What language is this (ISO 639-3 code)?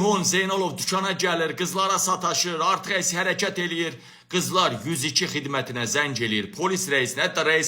aze